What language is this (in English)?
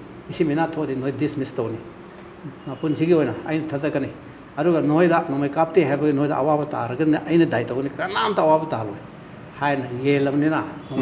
Manipuri